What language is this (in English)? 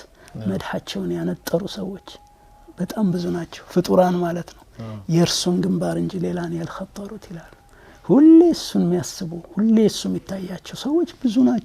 Amharic